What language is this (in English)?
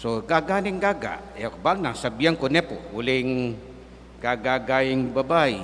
Pampanga